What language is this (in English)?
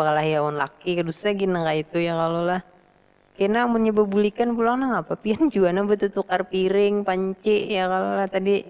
Banjar